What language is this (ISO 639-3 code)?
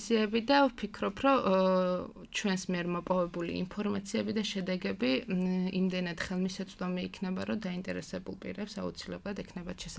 kat